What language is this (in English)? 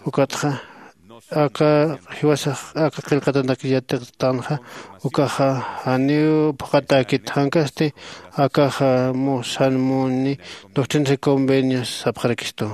Aymara